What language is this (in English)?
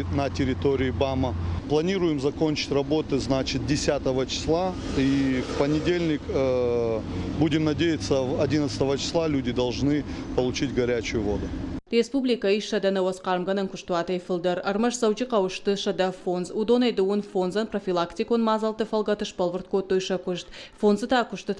Ossetic